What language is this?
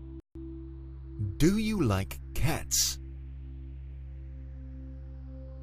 Russian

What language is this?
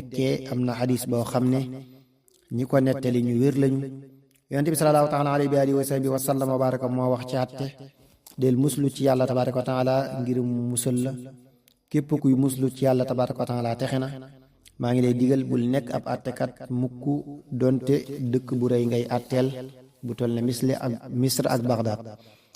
Wolof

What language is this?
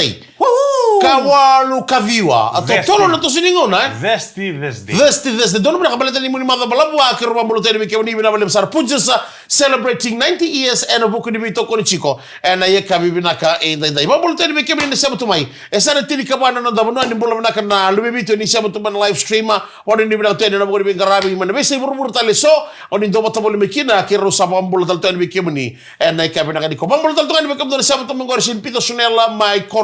Fijian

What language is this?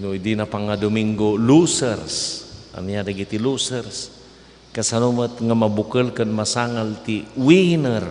Iloko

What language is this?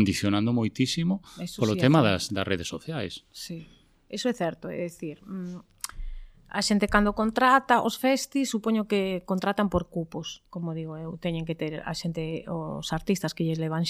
Galician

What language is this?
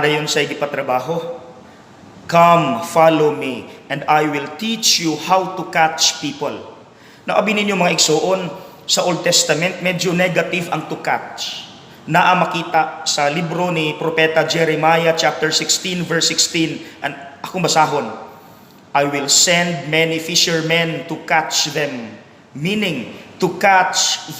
Cebuano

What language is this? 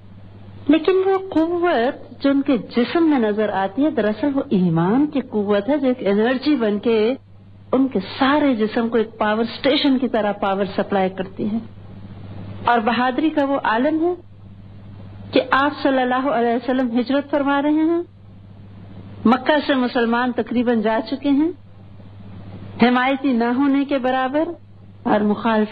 Urdu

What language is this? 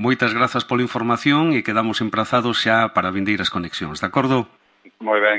Galician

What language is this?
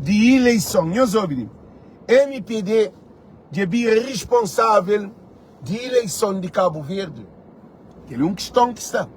Kabuverdianu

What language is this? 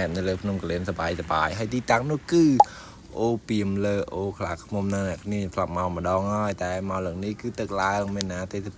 Khmer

